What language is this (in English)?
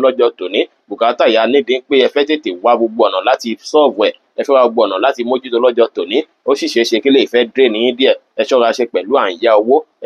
Yoruba